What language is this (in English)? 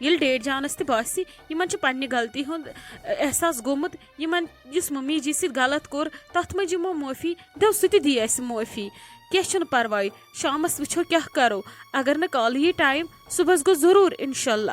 Kashmiri